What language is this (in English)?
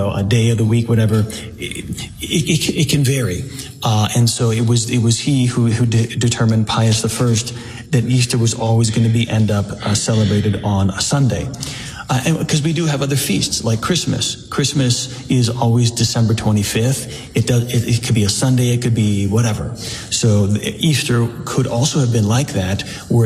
English